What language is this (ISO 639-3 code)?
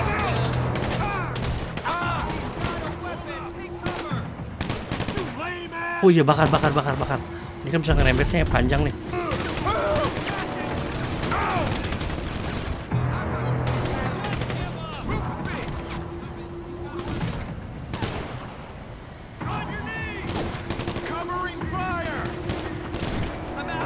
ind